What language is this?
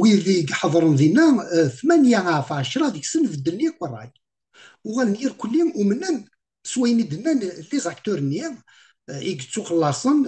Kabyle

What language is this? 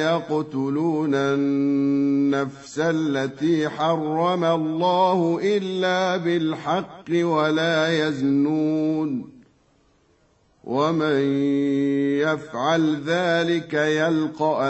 Arabic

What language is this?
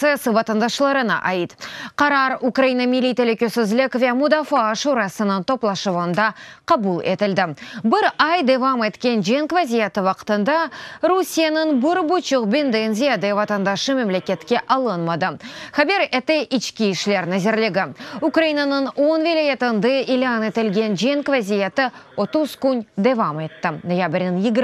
Crimean Tatar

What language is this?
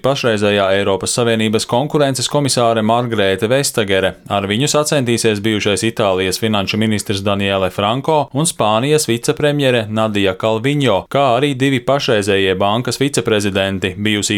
Latvian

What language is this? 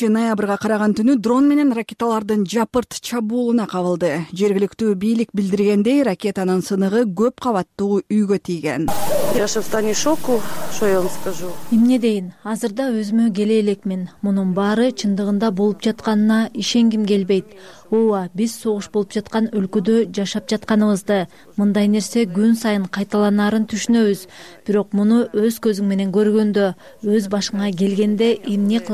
Kyrgyz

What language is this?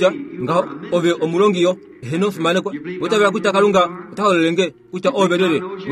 Kuanyama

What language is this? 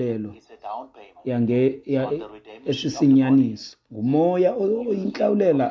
Xhosa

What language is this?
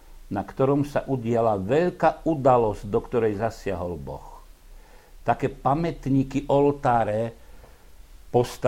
Slovak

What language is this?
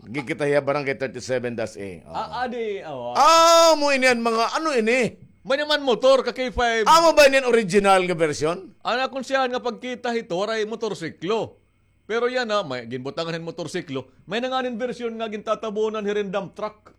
Waray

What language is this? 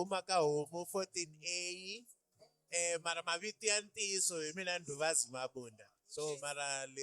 Tsonga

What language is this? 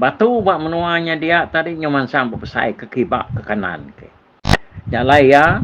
Iban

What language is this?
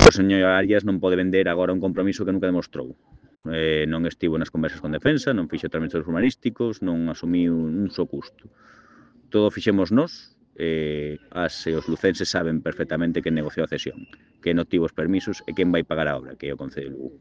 Galician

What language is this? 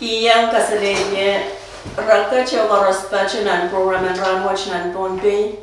Pohnpeian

